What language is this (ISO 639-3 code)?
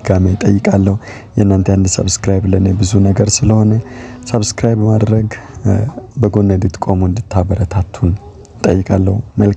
amh